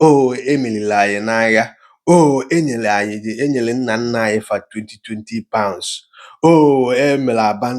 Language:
Igbo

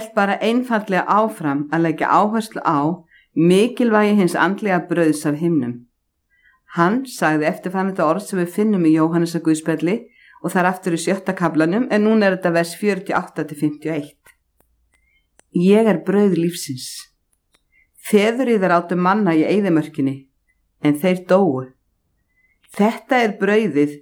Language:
Icelandic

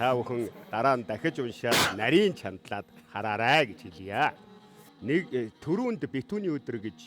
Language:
Mongolian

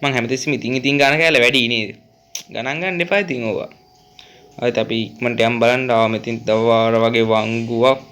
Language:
Sinhala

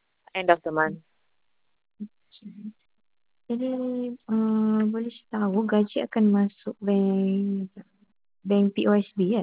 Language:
Malay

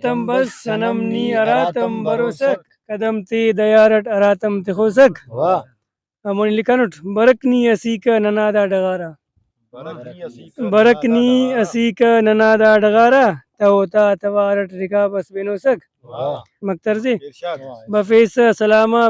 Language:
Brahui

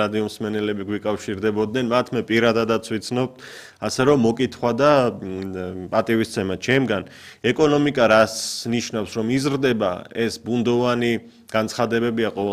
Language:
Georgian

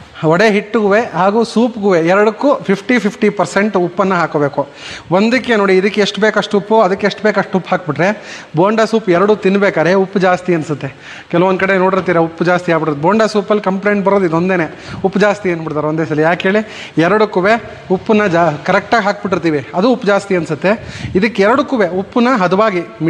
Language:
Kannada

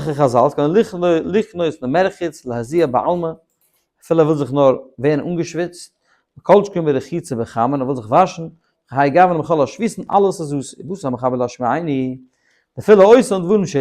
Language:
Yiddish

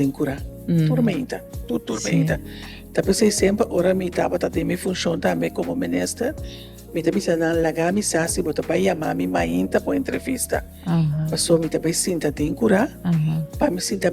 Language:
Papiamento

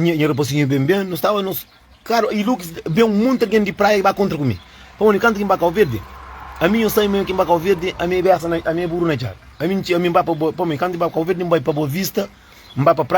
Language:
Kabuverdianu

